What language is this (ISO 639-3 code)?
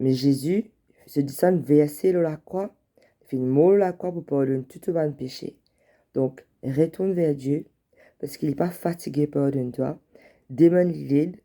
mfe